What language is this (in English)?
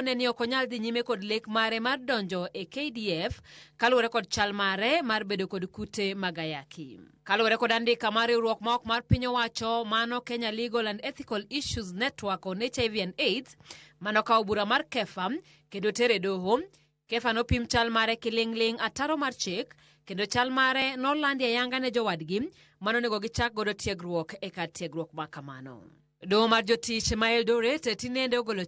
Luo (Kenya and Tanzania)